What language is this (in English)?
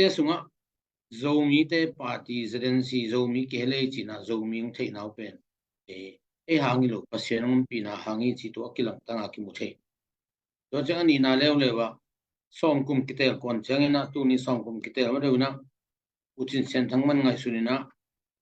Tedim Chin